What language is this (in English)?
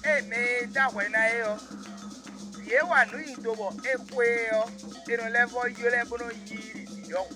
Fon